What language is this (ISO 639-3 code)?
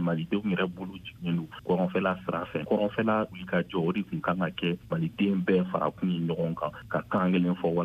bam